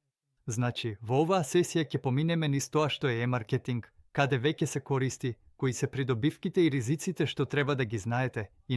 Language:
Macedonian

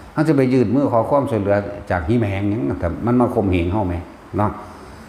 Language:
Northeastern Thai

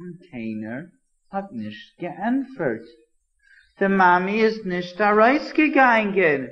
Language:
Yiddish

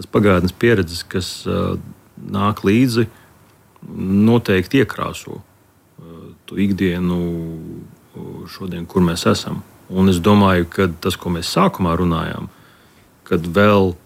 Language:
Latvian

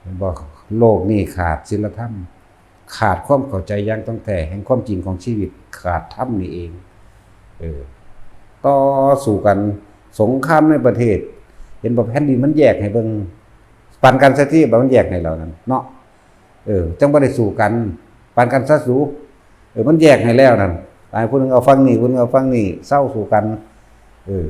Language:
Northeastern Thai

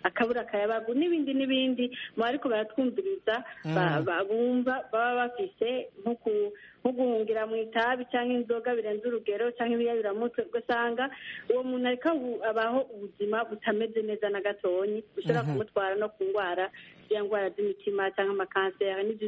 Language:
Kinyarwanda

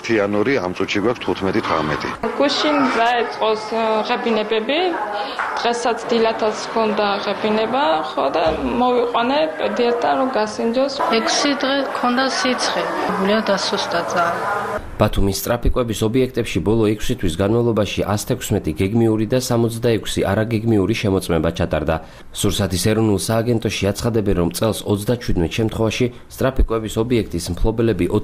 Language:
Georgian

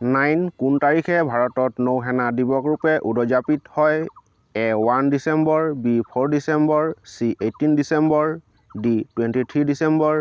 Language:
Assamese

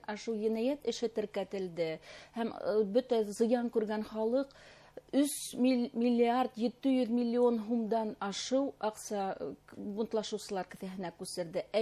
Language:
Bashkir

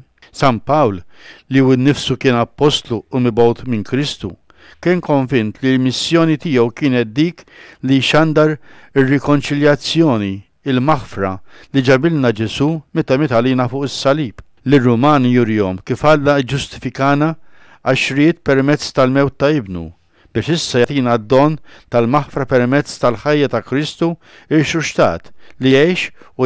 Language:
Maltese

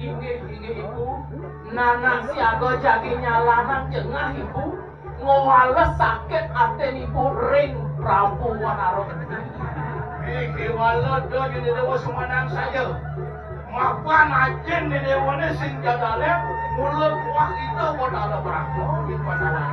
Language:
Balinese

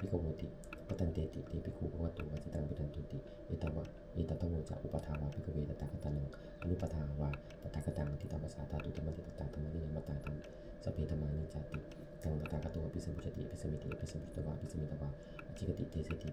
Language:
Pali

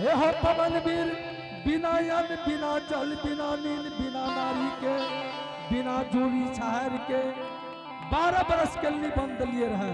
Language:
Angika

